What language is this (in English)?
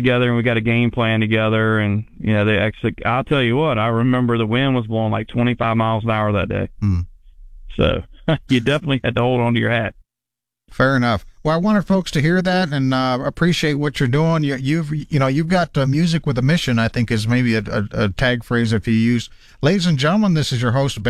English